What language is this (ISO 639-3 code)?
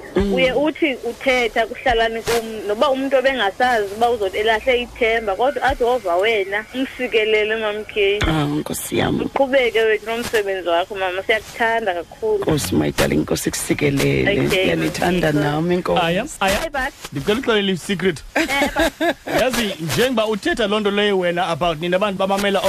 xho